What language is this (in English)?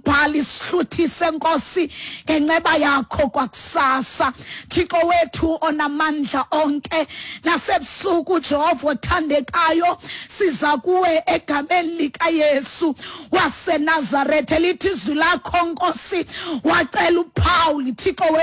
Xhosa